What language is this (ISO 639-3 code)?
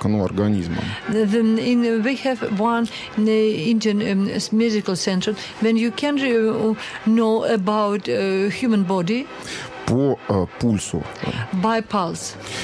rus